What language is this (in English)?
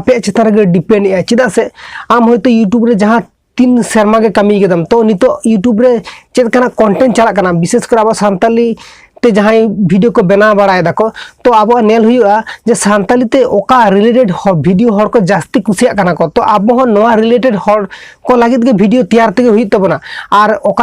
Santali